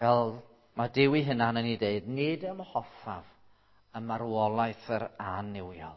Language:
Welsh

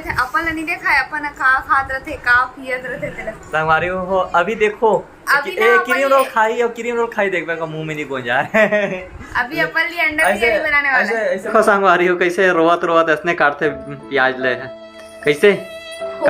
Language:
Chhattisgarhi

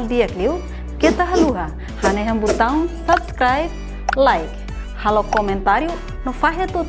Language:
Tetum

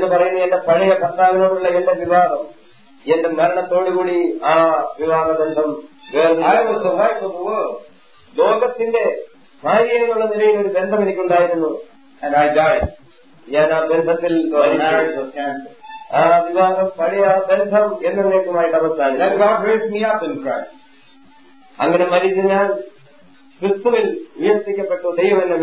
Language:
Malayalam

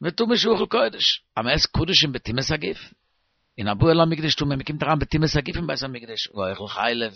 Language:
Yiddish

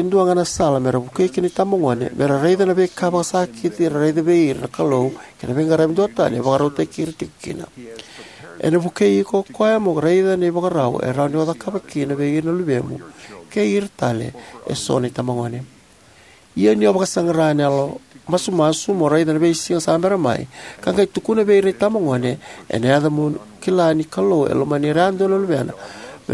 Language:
Fijian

